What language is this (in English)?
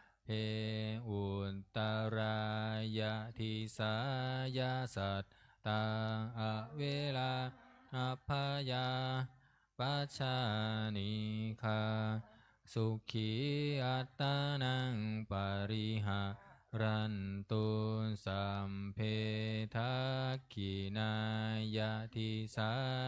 Pali